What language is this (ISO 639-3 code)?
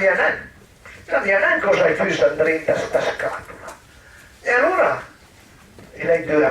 pms